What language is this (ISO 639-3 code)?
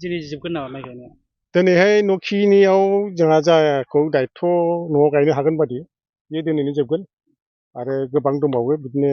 brx